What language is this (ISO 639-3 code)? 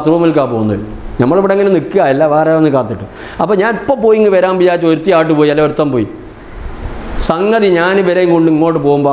mal